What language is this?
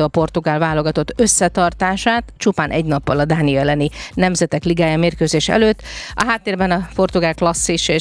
Hungarian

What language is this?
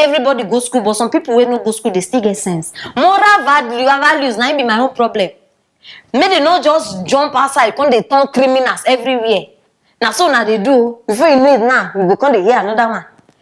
Nigerian Pidgin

